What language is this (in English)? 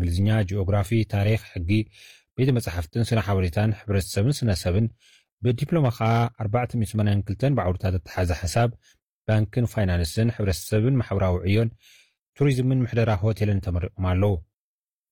Tigrinya